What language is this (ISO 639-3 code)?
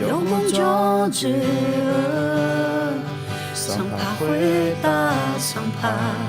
ahk